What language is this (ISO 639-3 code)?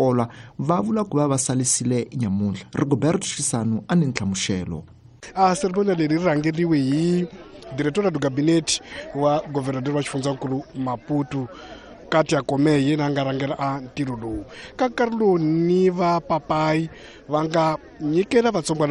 tso